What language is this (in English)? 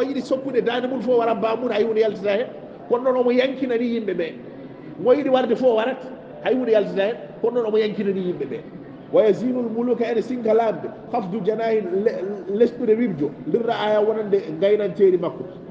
Fula